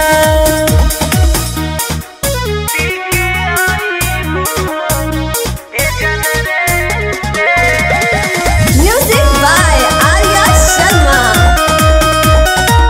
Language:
Bhojpuri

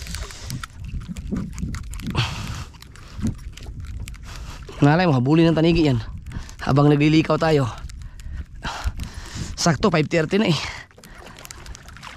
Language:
Filipino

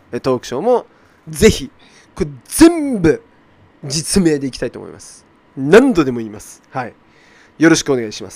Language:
Japanese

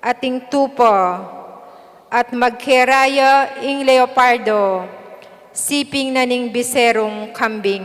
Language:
Pampanga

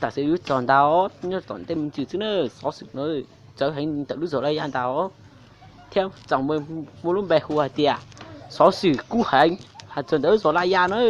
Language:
Hmong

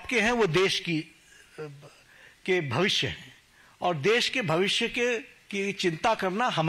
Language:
Hindi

